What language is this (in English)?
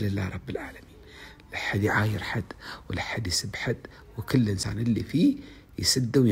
Gulf Arabic